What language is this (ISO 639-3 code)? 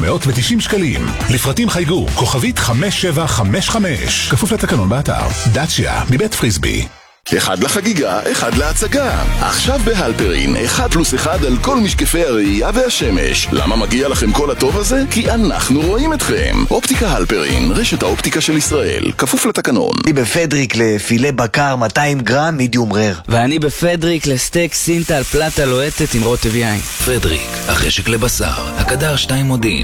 heb